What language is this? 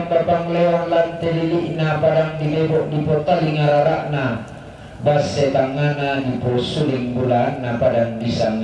Toraja-Sa'dan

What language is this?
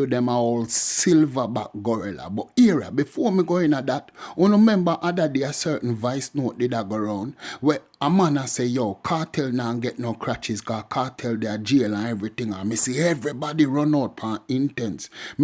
Jamaican Creole English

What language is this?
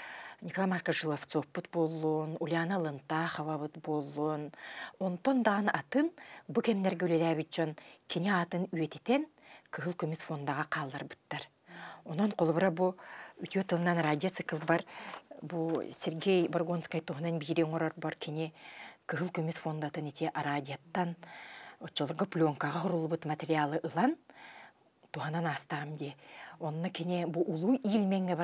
Yakut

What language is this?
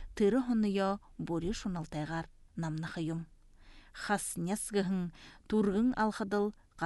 Buriat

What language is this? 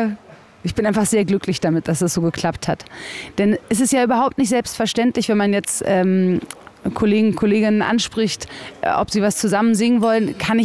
German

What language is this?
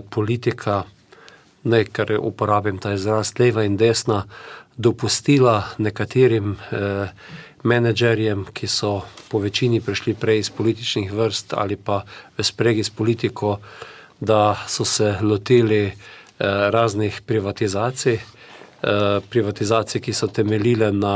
Slovenian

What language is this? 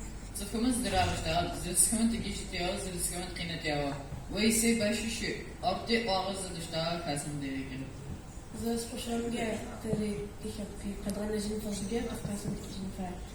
Adyghe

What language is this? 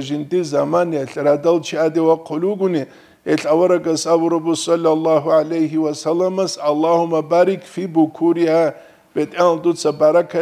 Avaric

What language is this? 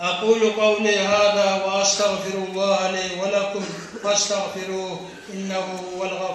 Kumyk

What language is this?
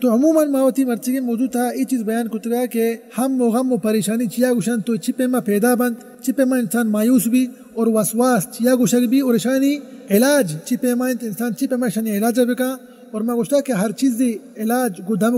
Baluchi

